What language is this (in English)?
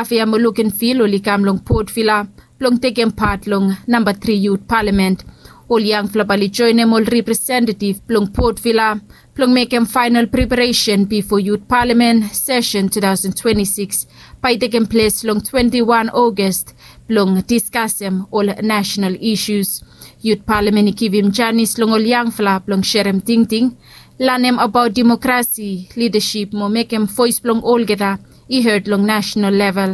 Bislama